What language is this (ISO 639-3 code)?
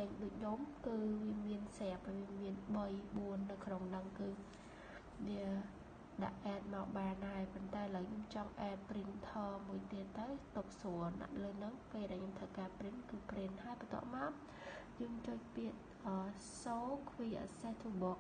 khm